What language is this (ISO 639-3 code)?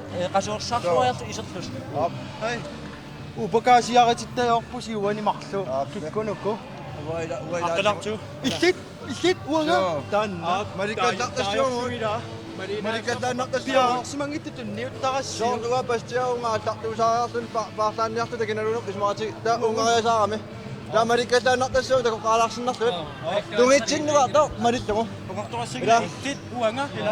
kal